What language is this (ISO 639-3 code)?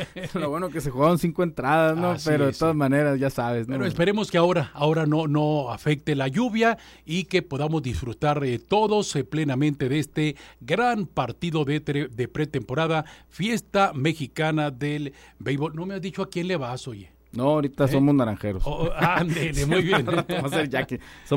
spa